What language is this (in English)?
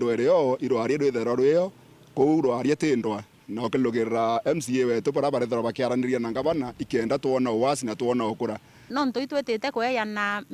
Meru